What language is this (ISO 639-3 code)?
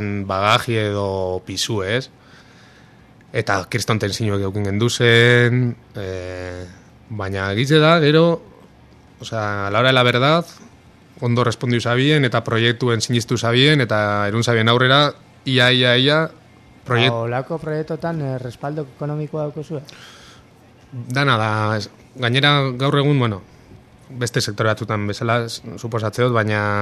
eus